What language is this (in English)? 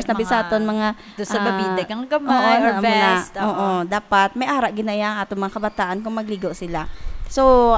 Hiligaynon